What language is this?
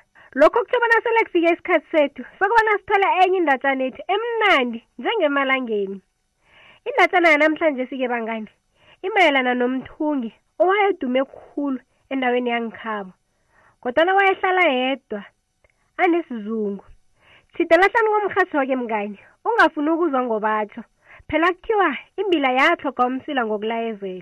South Ndebele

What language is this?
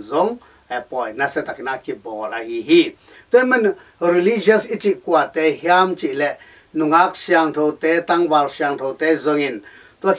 Tedim Chin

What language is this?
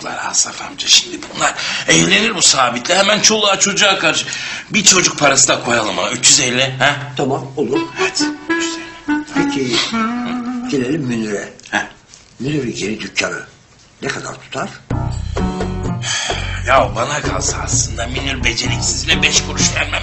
Turkish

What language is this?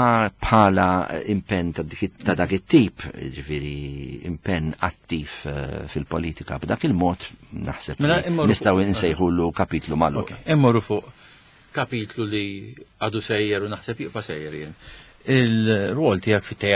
Maltese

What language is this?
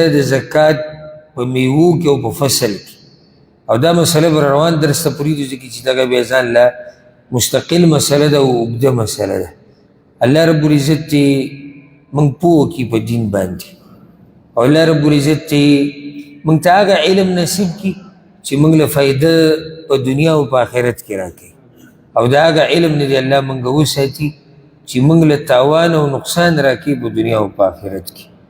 Pashto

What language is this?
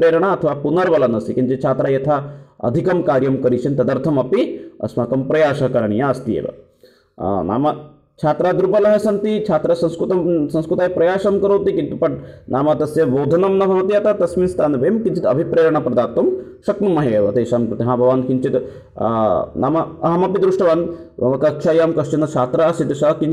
Sanskrit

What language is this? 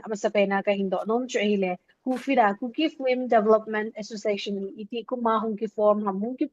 Thado Chin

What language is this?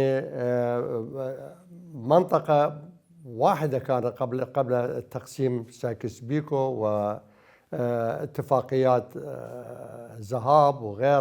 Mesopotamian Arabic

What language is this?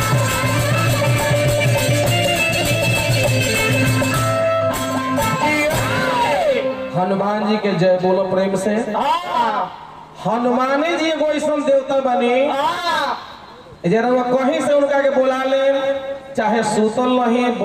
Bhojpuri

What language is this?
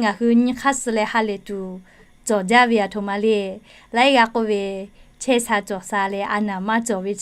Lahu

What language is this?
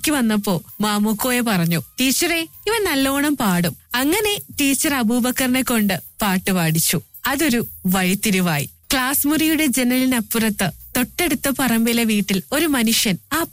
Malayalam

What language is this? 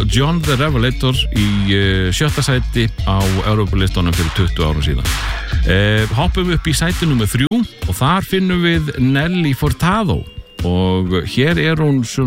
Icelandic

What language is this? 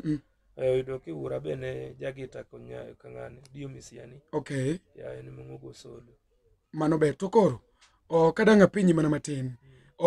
Luo (Kenya and Tanzania)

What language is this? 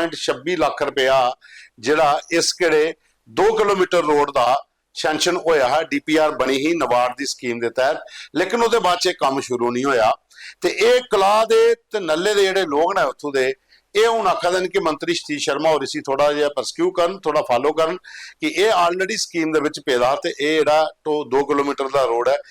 Dogri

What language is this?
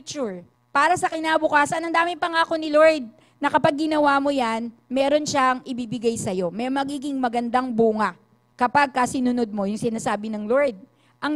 Filipino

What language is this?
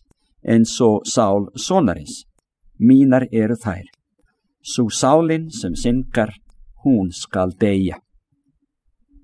Icelandic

